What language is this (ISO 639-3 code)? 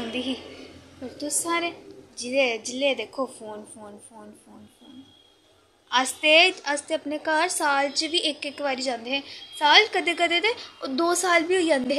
doi